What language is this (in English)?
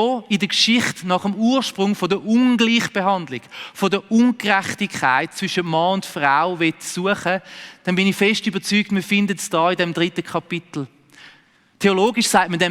Swiss German